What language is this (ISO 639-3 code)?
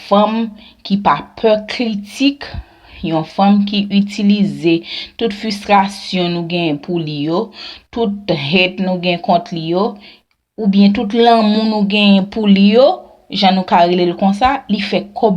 hat